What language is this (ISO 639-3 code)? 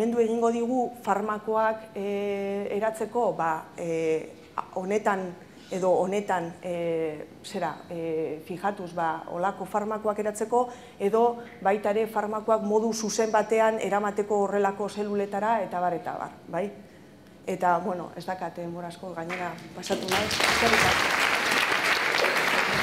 eus